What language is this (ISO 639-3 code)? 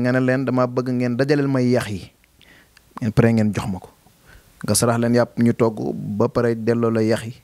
wol